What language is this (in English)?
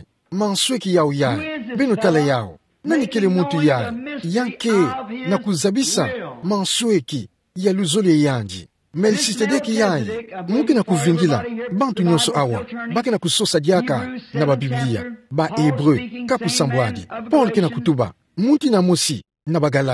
Kituba (Democratic Republic of Congo)